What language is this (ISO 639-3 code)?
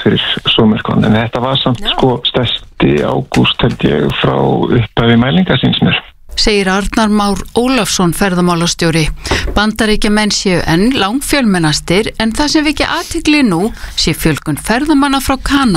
isl